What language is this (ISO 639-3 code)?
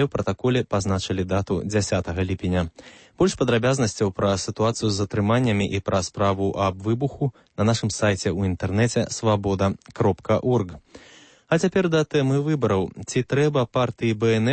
bel